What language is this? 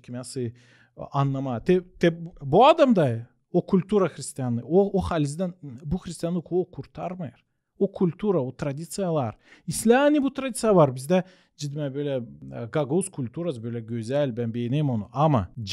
Gagauz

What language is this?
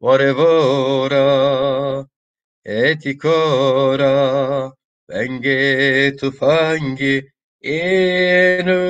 Zaza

